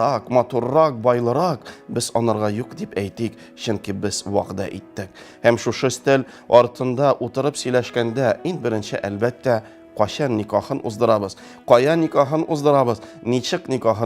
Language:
Tatar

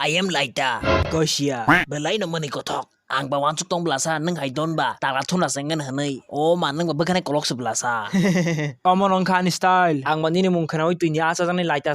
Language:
Kok Borok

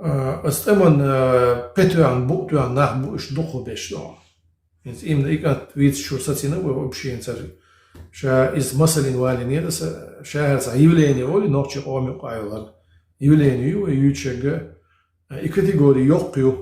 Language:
Chechen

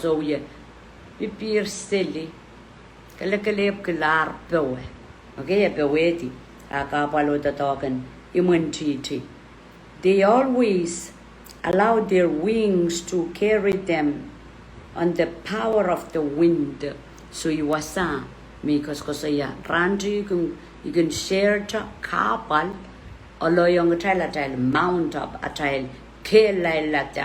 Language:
Pohnpeian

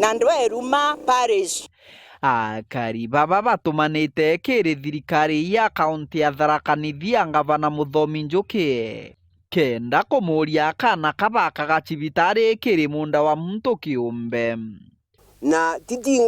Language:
Meru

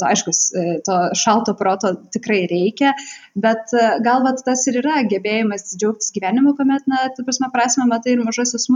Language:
Lithuanian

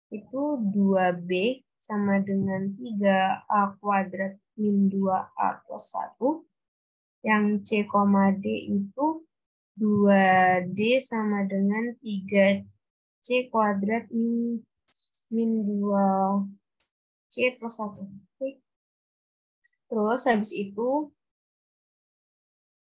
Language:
Indonesian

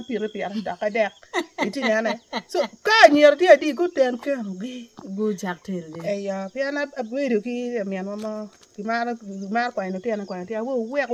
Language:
Acoli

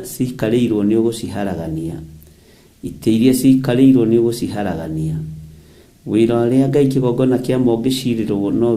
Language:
Kikuyu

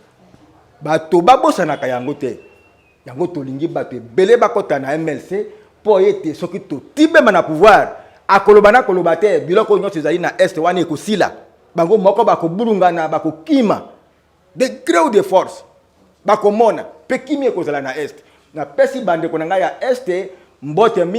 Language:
Lingala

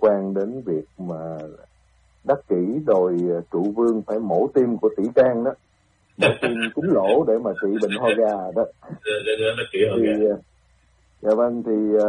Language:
Vietnamese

